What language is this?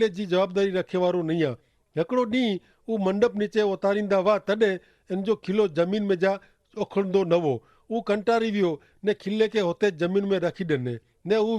Kachhi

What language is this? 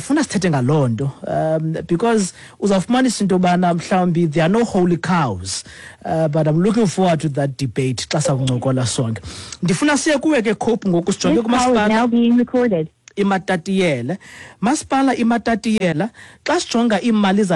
Xhosa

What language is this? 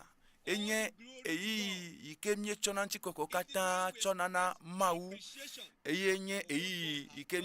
Ewe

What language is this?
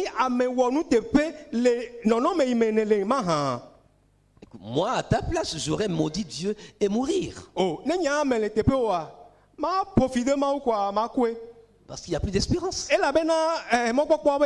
Ewe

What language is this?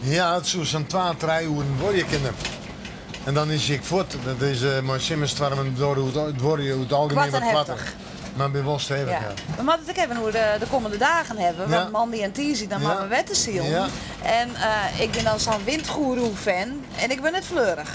Western Frisian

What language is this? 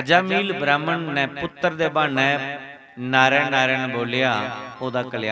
Dogri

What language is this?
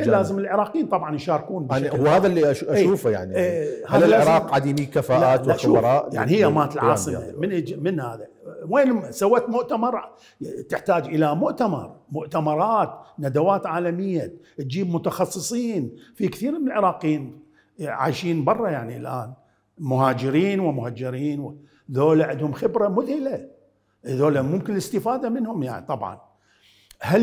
Mesopotamian Arabic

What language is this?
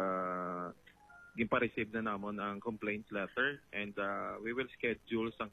Hiligaynon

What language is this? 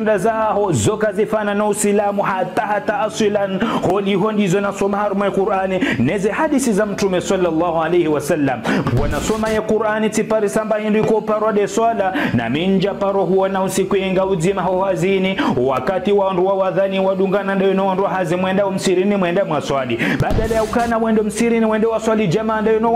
Ngazidja Comorian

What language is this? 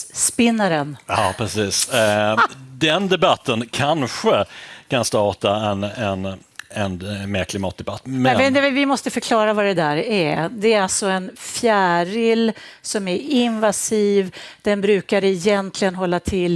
Swedish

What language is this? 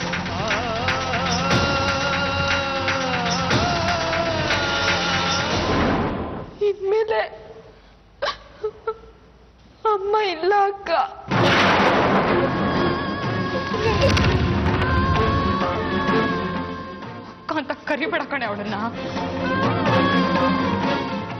Kannada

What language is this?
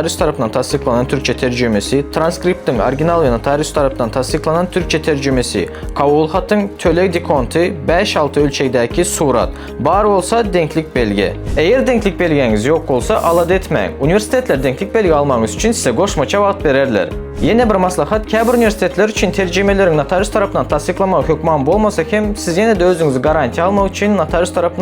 Turkmen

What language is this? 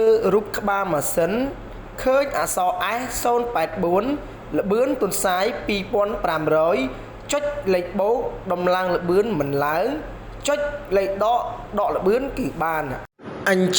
Khmer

